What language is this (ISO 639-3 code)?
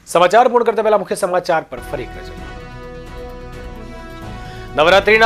guj